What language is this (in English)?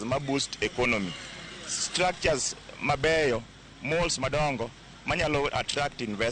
Luo (Kenya and Tanzania)